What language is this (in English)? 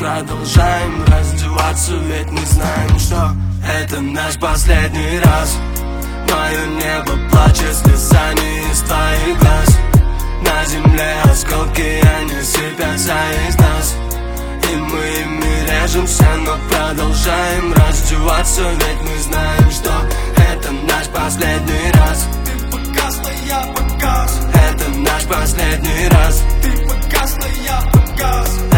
Russian